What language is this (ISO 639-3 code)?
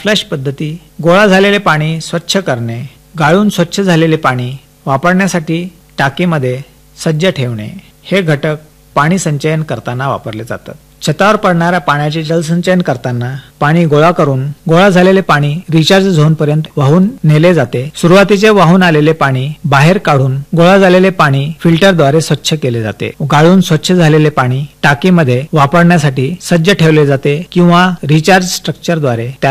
mar